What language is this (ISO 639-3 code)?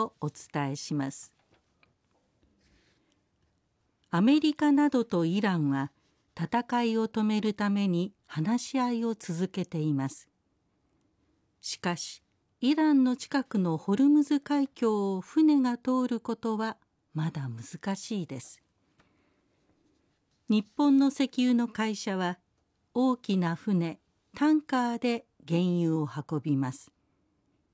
jpn